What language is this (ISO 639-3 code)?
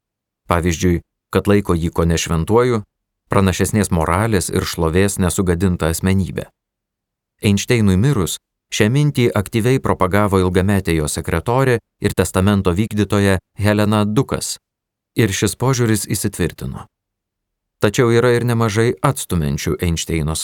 lit